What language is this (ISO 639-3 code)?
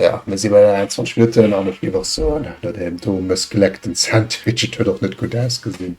ltz